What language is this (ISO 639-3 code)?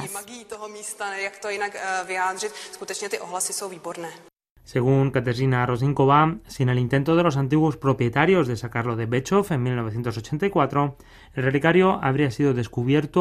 spa